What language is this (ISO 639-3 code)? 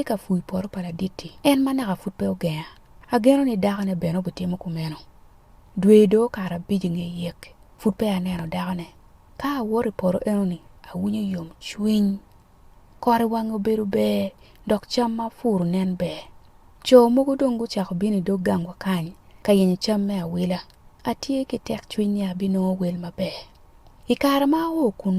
ach